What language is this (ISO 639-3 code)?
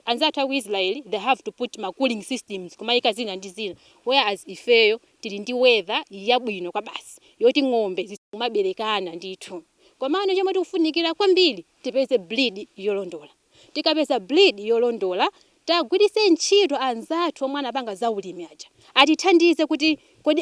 nya